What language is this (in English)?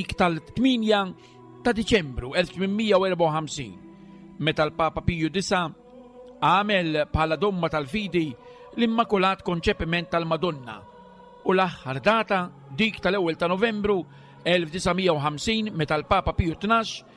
Maltese